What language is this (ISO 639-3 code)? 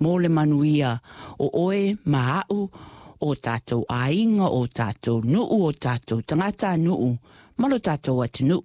smo